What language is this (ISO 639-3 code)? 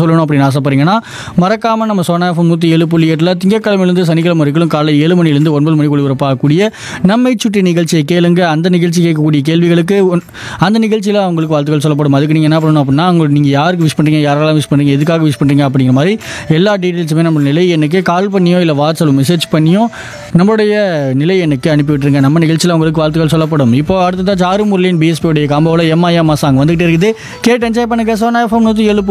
tam